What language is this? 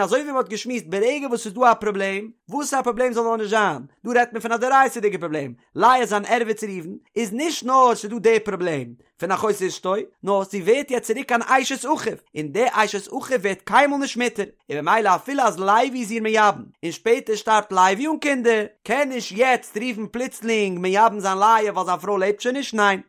Yiddish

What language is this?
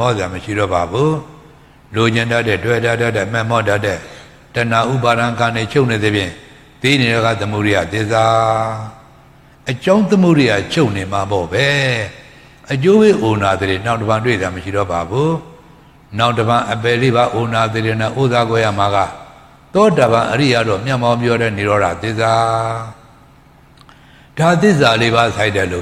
Burmese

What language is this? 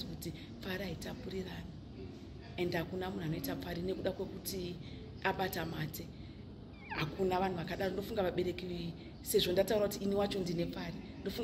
Shona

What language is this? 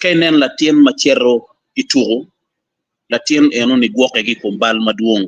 Acoli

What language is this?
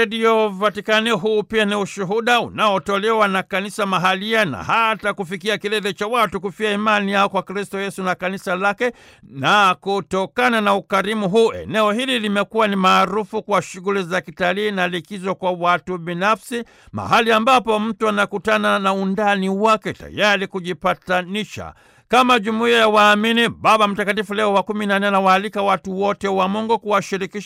Swahili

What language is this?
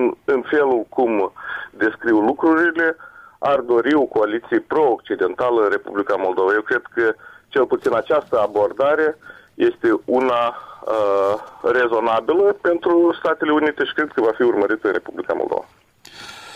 Romanian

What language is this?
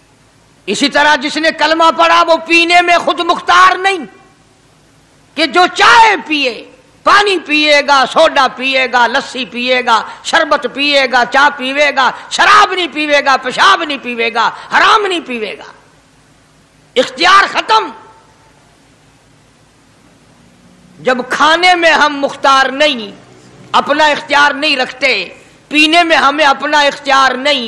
Urdu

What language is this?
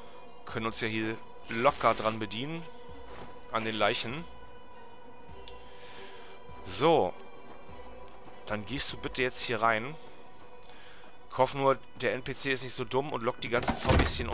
German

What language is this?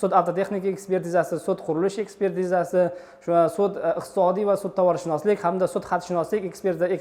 Uzbek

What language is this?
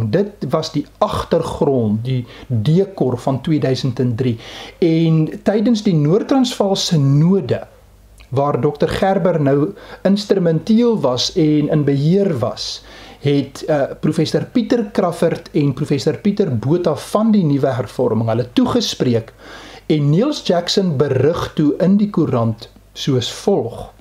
Afrikaans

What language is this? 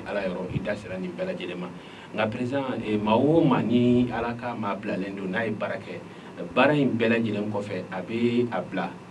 Bambara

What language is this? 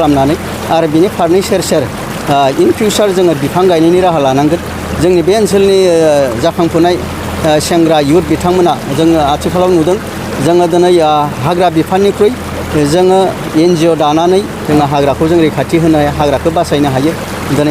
Bodo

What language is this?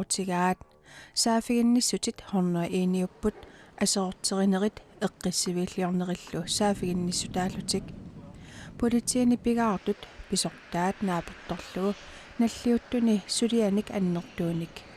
Kalaallisut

